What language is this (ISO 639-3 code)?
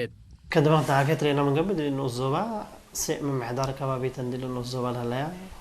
tig